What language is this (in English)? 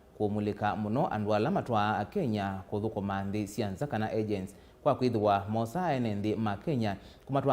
Kamba